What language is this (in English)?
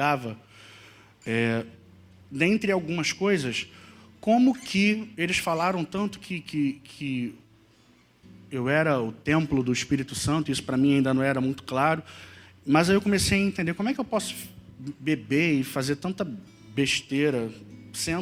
Portuguese